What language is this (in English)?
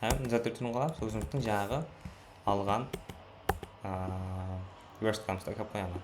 Kara-Kalpak